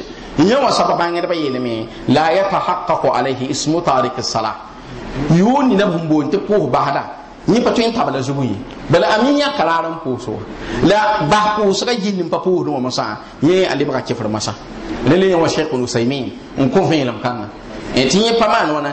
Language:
Mossi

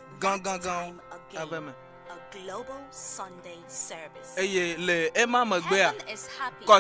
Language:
Ewe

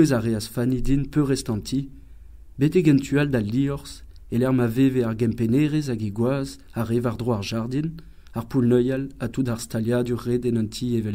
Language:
Breton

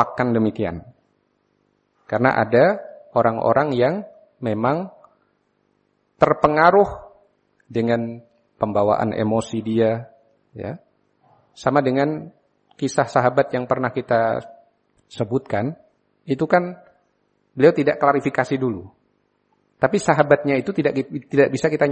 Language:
Indonesian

